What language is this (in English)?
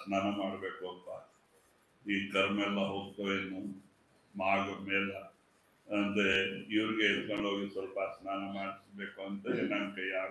Kannada